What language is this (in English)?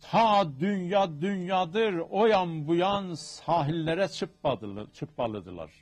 South Azerbaijani